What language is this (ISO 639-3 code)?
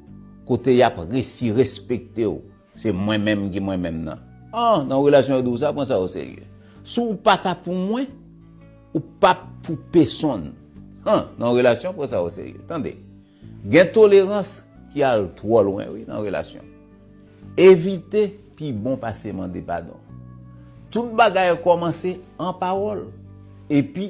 hat